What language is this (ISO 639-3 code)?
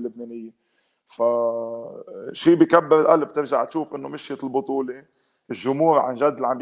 apc